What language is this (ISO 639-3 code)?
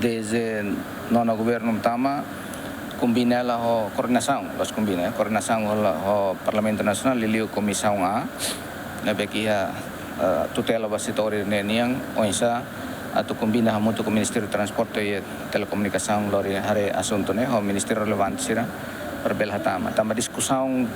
tet